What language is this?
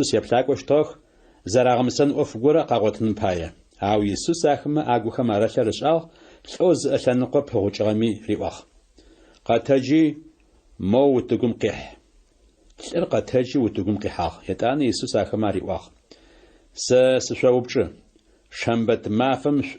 Adyghe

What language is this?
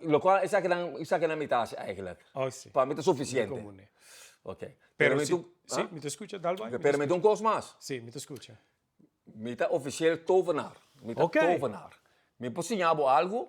Papiamento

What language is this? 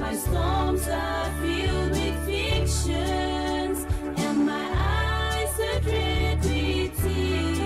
Gilbertese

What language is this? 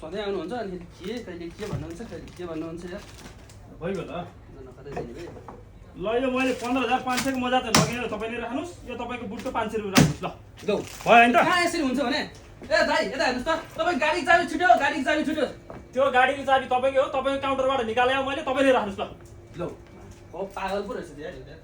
Nepali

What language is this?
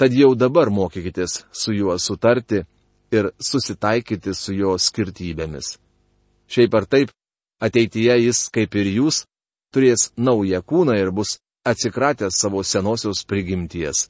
Lithuanian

